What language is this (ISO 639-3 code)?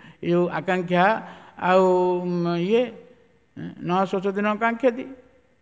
ori